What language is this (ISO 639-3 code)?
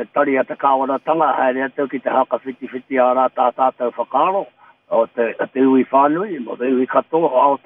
mri